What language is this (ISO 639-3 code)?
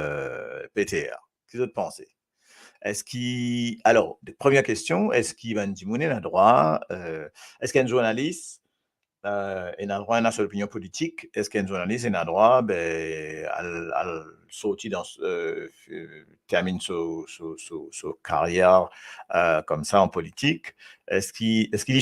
mfe